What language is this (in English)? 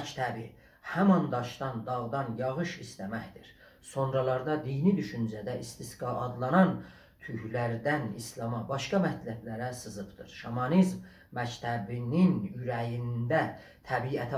South Azerbaijani